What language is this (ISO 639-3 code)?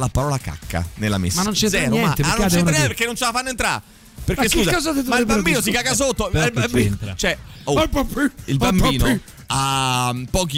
ita